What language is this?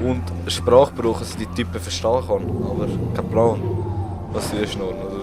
Swiss German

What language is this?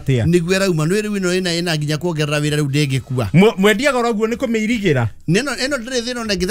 Kikuyu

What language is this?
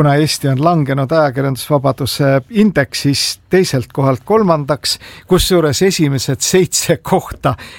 Estonian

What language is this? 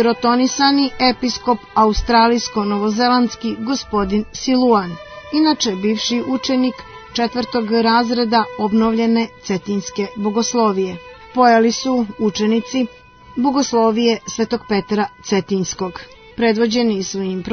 Serbian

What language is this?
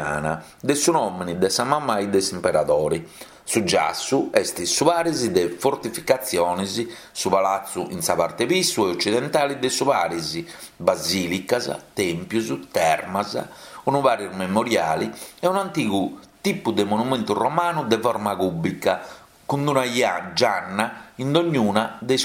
Sardinian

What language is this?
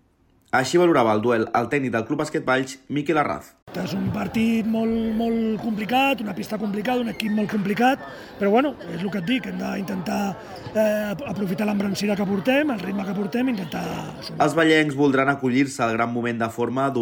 Catalan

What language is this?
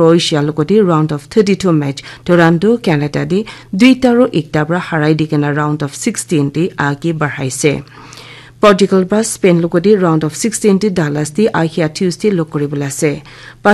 Naga Pidgin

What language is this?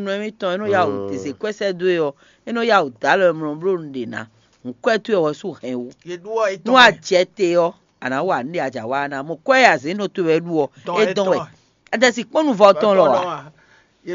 Fon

